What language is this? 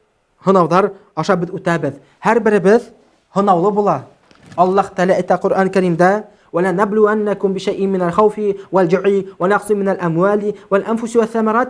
Bashkir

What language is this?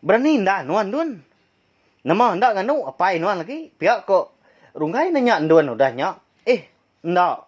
Iban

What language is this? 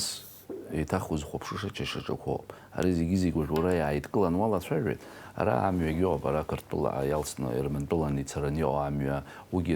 Abkhazian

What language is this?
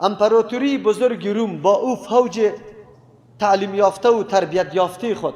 Persian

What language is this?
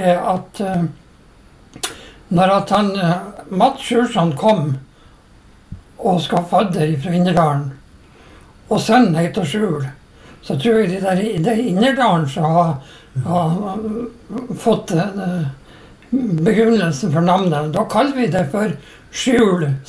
Norwegian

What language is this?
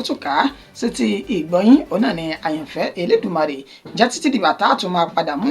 Yoruba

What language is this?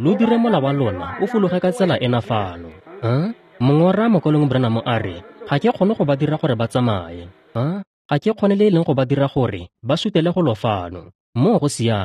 Tswana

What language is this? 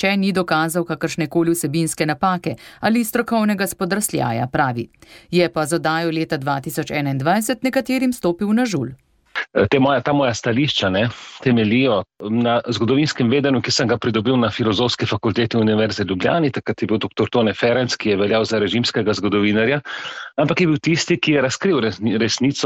Slovenian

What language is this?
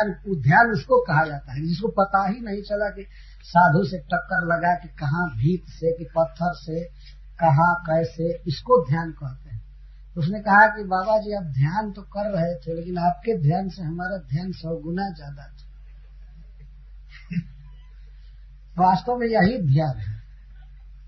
Hindi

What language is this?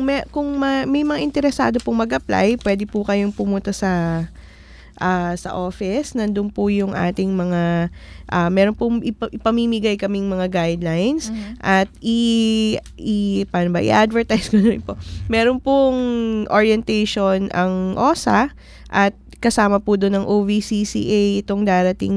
Filipino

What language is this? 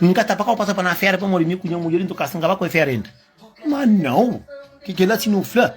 Kabuverdianu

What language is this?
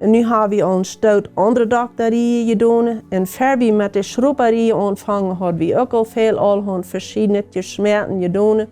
Plautdietsch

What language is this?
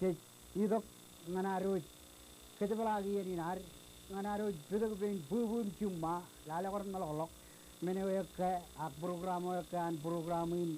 Marshallese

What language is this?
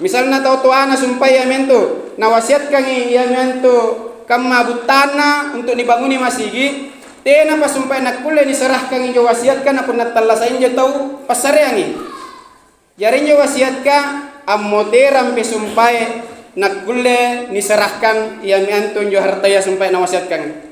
Makasar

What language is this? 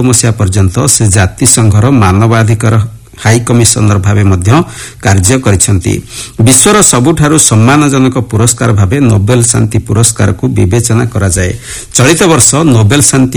Odia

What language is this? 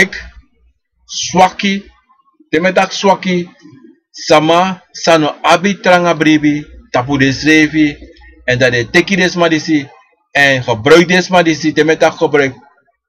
Sranan Tongo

